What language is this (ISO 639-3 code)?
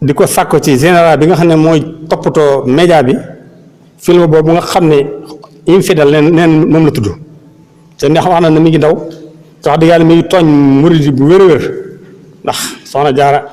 wol